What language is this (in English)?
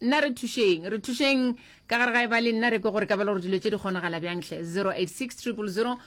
Northern Sotho